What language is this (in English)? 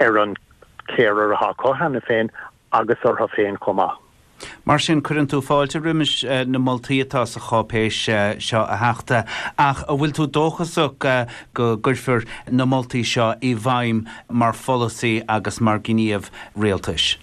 Irish